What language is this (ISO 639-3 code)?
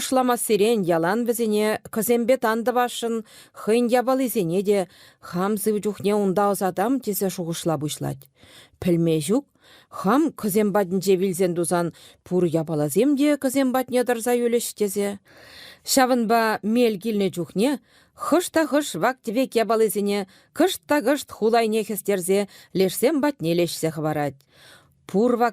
chv